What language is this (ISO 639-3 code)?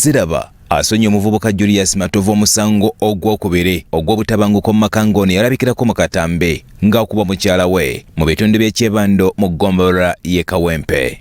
lug